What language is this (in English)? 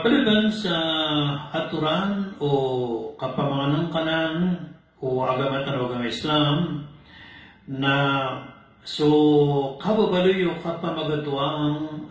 Maranao